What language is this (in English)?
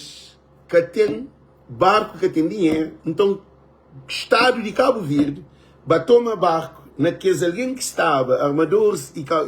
Kabuverdianu